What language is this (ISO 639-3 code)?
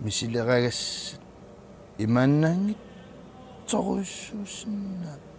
kal